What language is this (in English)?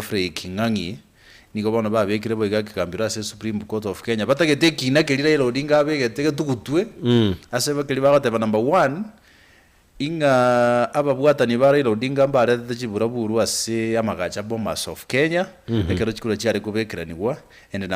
Gusii